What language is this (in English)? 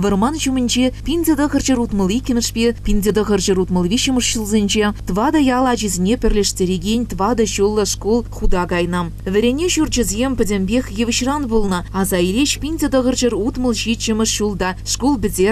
Chuvash